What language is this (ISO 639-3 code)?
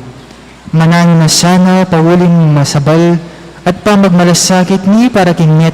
pam